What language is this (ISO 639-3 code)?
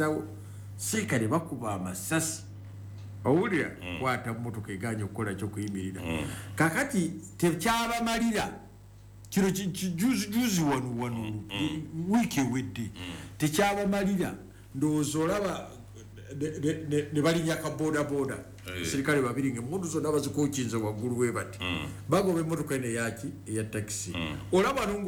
lug